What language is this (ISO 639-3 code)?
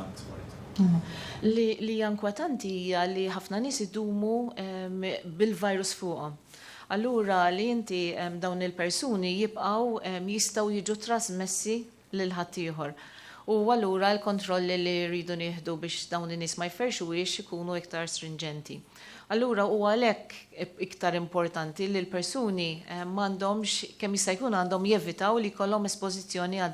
mlt